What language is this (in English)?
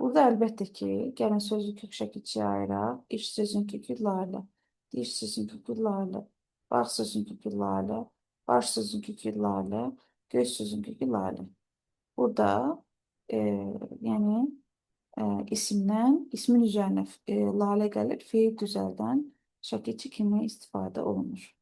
Azerbaijani